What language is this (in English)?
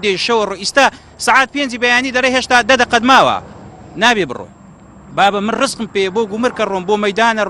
Central Kurdish